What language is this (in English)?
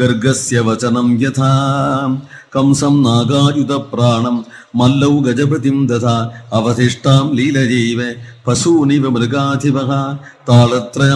Sanskrit